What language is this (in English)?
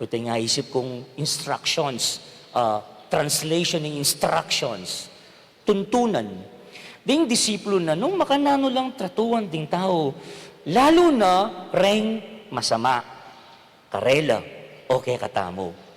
Pampanga